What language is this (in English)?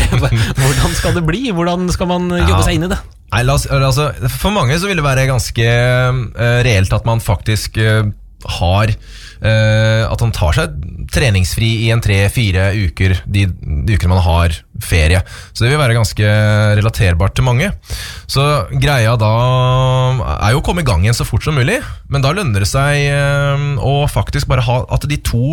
Norwegian